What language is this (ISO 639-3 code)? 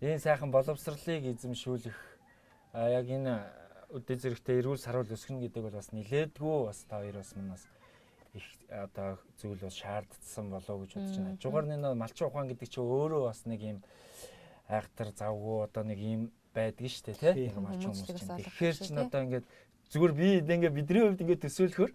mon